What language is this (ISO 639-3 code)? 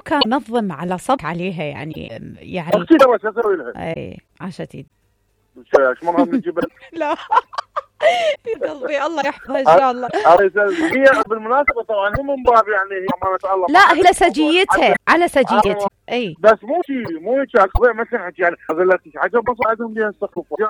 acm